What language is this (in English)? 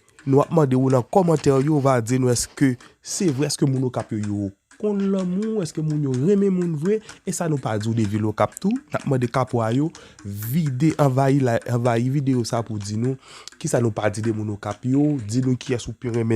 Haitian Creole